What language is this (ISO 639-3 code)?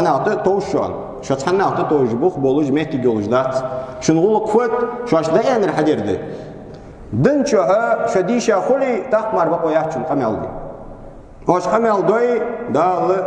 inh